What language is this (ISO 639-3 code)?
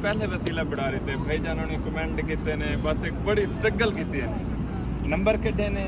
skr